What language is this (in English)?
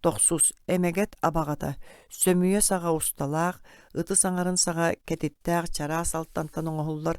Yakut